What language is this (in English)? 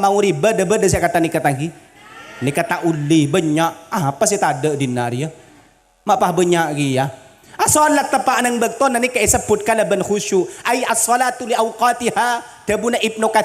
Madurese